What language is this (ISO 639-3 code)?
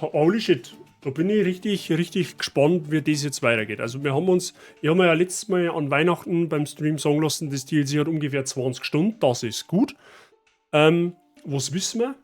bar